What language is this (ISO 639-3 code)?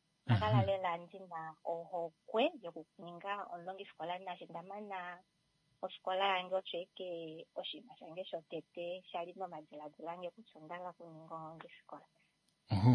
kua